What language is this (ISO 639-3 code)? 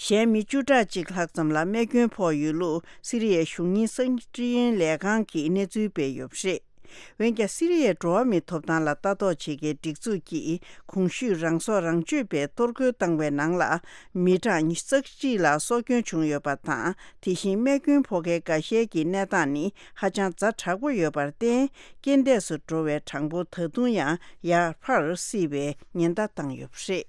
bod